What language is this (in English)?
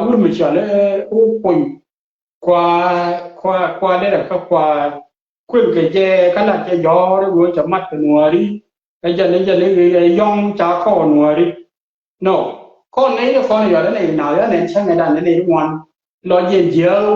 Nuer